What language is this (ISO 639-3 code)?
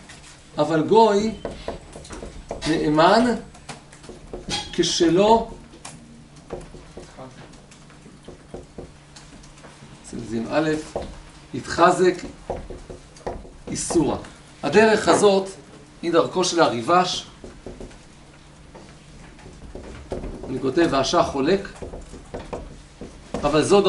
heb